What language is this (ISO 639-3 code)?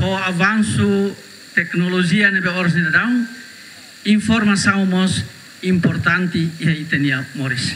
tet